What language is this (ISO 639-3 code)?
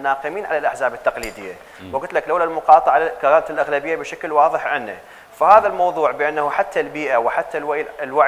acm